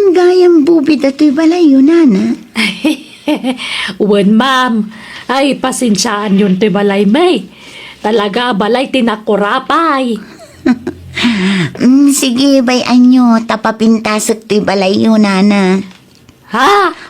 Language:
Iloko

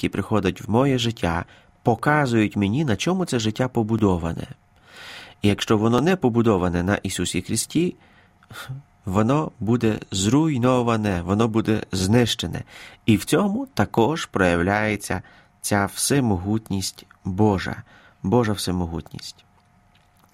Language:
Ukrainian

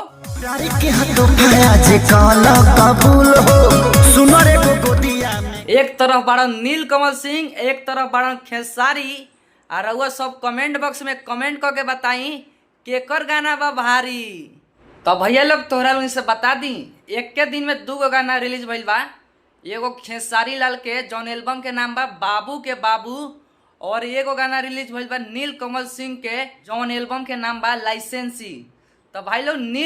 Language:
Bhojpuri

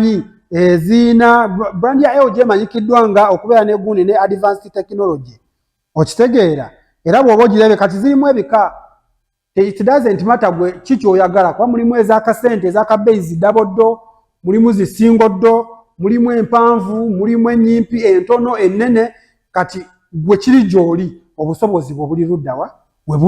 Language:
Ganda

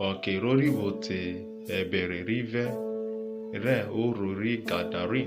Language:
Urhobo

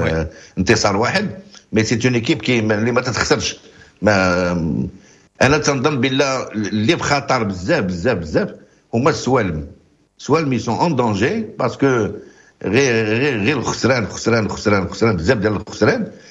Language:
Moroccan Arabic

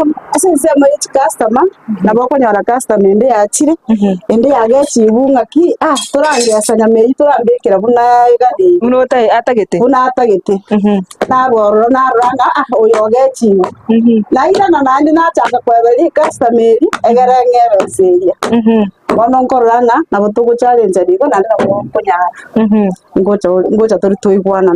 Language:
Gusii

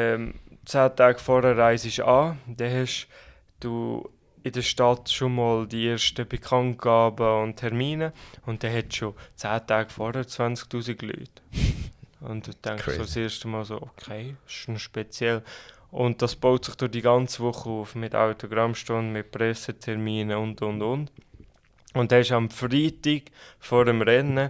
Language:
Swiss German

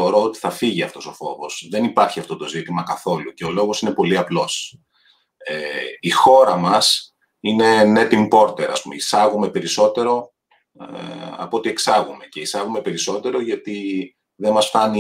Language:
Greek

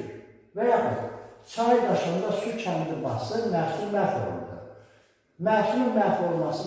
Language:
Azerbaijani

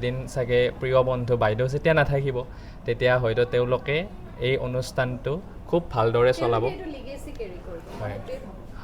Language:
Assamese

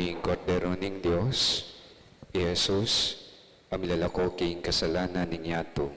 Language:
Pampanga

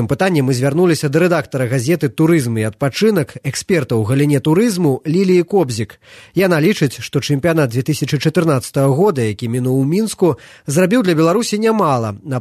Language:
Belarusian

